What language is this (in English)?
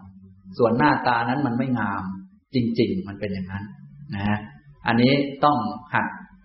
Thai